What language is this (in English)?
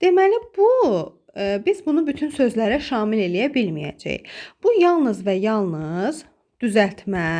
Azerbaijani